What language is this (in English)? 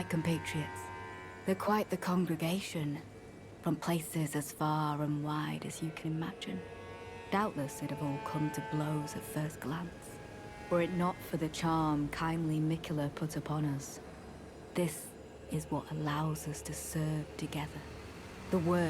Bavarian